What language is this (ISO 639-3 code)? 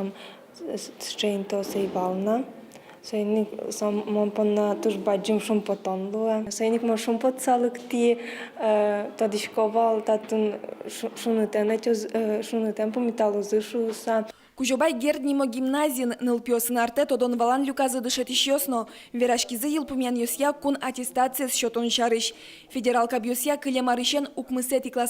udm